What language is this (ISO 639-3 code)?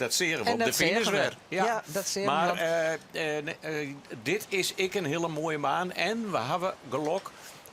fry